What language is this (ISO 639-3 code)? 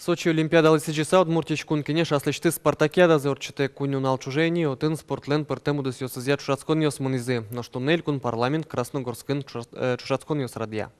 udm